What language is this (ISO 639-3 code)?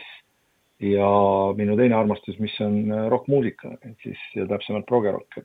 est